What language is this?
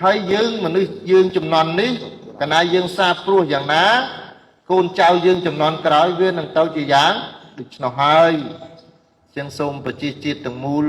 Khmer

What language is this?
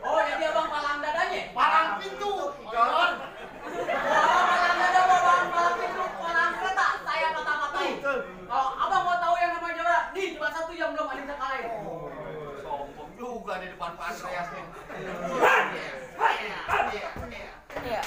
Betawi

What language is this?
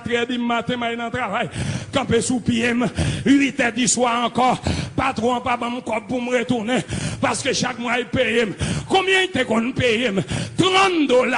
Haitian Creole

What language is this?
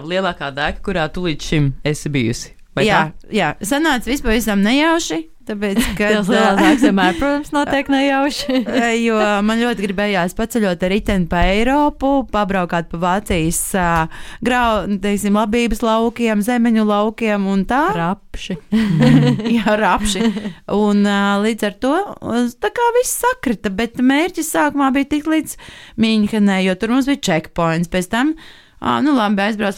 Latvian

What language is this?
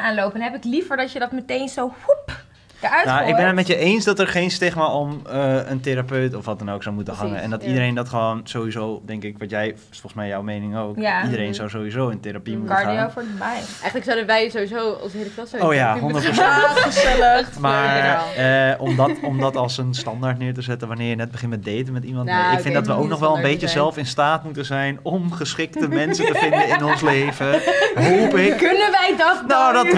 Dutch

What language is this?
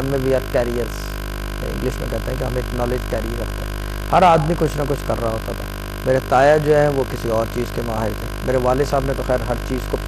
Urdu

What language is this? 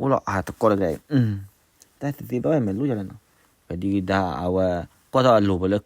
S'gaw Karen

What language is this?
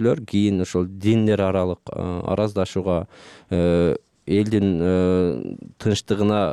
Kyrgyz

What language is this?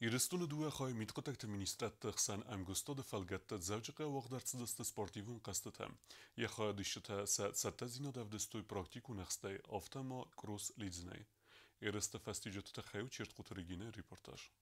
Ossetic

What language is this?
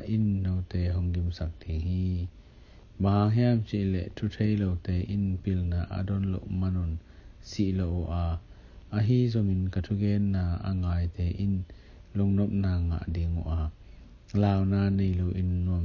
Tedim Chin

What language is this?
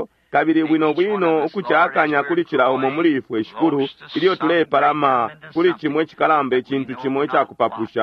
Bemba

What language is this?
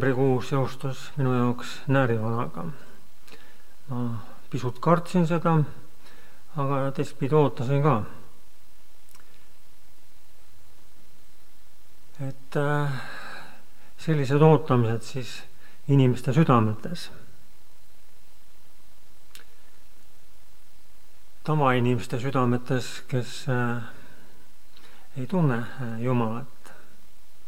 Estonian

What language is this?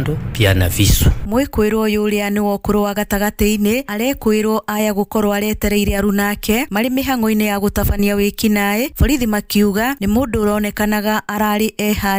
Kikuyu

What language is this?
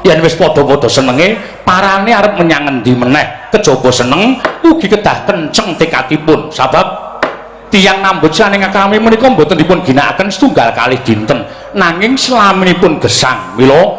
Javanese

